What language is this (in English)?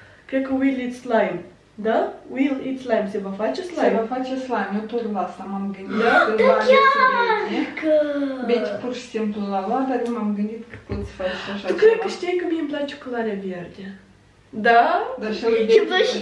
Romanian